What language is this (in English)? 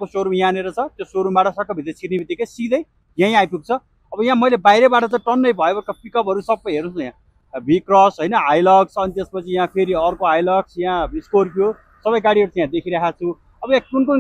Nepali